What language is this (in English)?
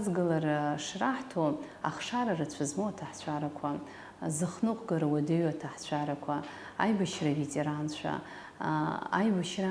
Abkhazian